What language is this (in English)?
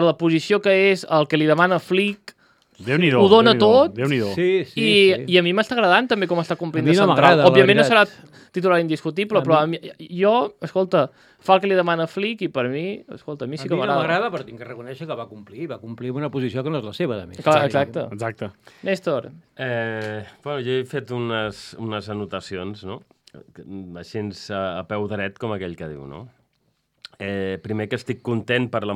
Catalan